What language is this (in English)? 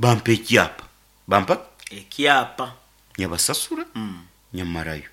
Nyankole